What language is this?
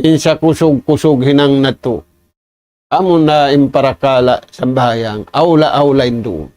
Tausug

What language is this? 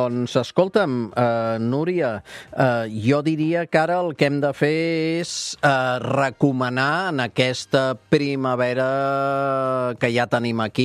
Catalan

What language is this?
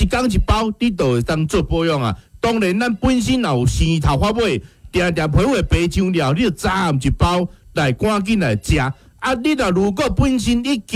Min Nan Chinese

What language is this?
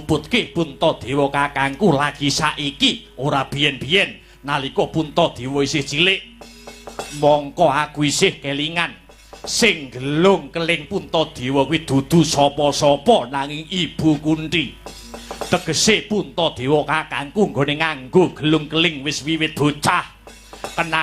Javanese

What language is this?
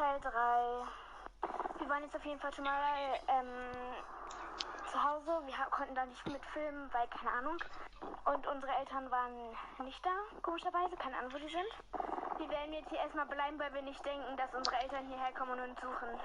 Bavarian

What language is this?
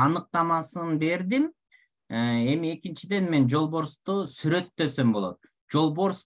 Kyrgyz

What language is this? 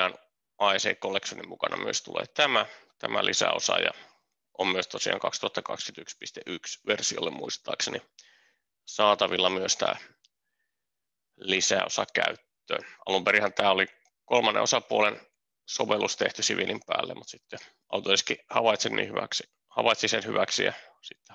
Finnish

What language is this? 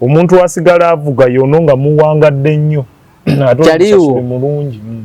Ganda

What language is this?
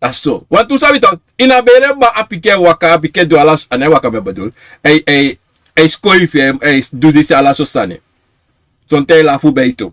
Sranan Tongo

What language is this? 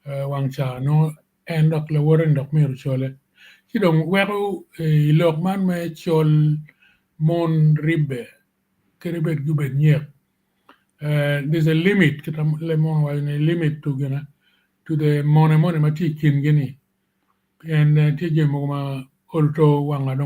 Acoli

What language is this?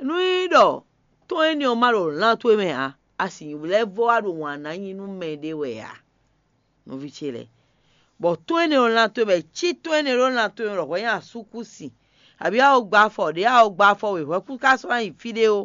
Fon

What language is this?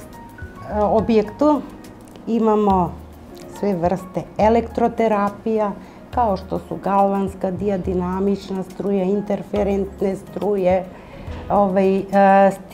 Serbian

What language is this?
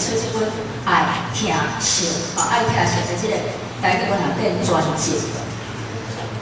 Min Nan Chinese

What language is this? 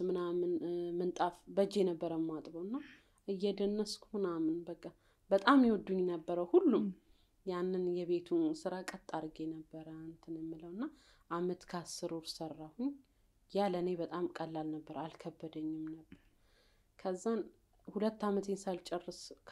Amharic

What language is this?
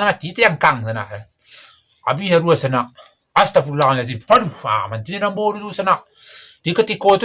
Minangkabau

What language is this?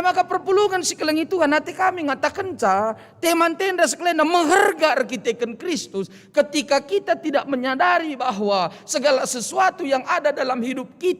Batak Karo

